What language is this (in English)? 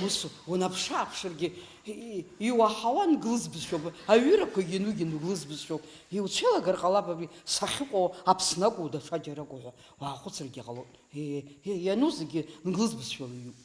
Abkhazian